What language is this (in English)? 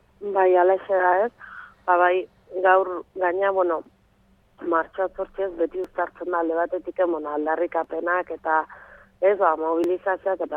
Basque